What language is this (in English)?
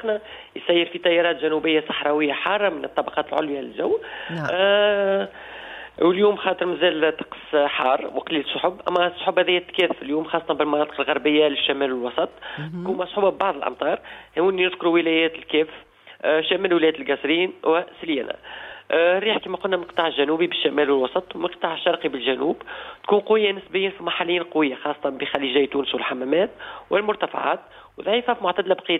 Tunisian Arabic